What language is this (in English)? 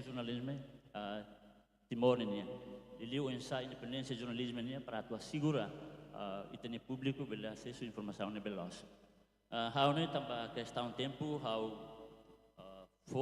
Tetum